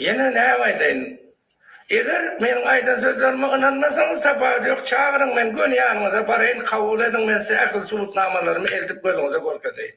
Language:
Turkmen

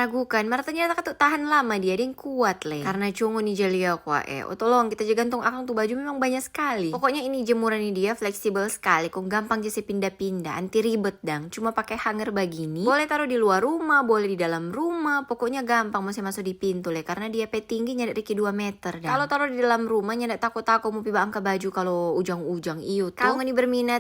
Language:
Manado Malay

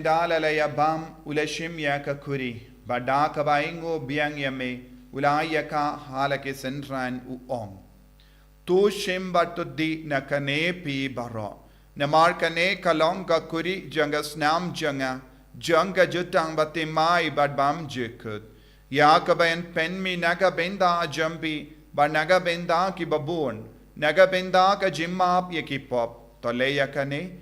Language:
Khasi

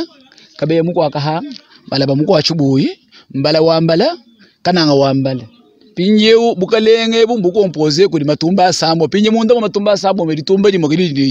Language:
Luba-Lulua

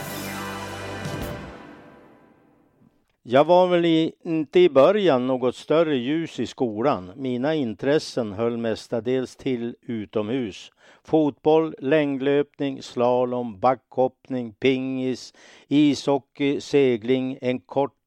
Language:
Swedish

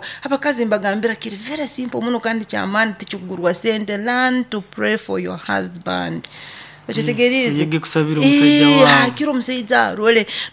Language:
Nyoro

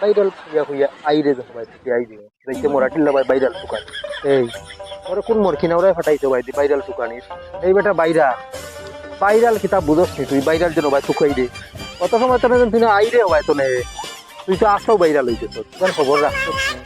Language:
Sylheti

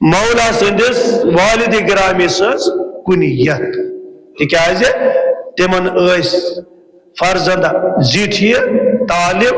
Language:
Kashmiri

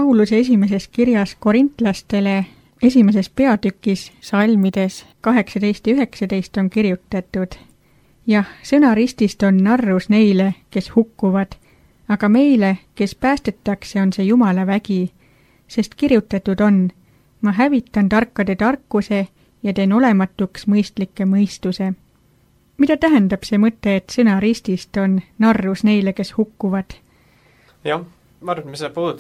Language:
Estonian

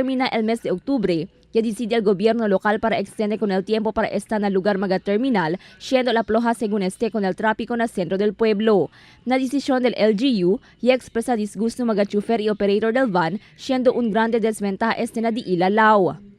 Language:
Chavacano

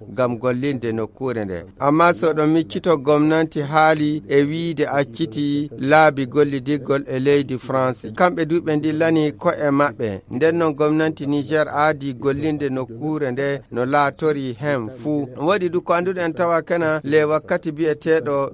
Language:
Nigerian Fulfulde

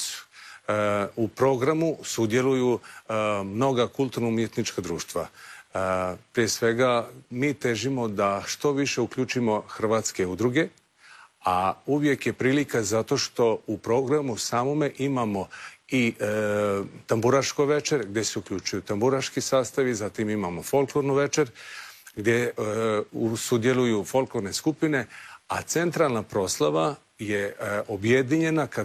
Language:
Croatian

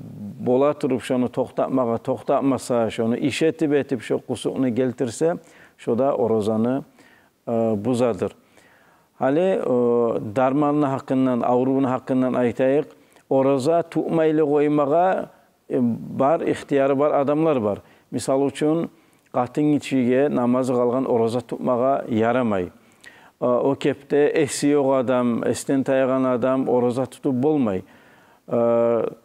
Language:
Kumyk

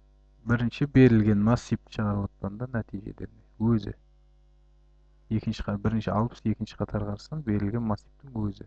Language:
Kazakh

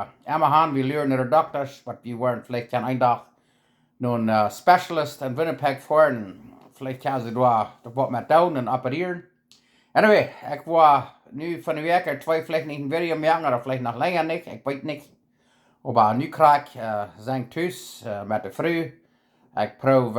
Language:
Plautdietsch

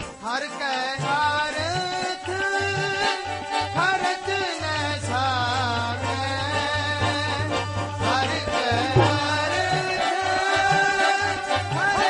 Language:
Punjabi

